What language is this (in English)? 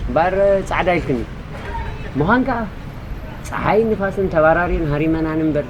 Tigrinya